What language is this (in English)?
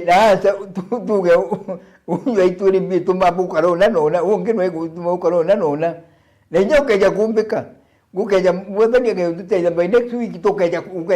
Meru